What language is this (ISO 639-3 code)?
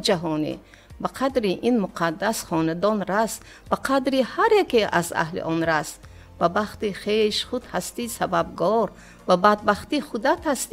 tgk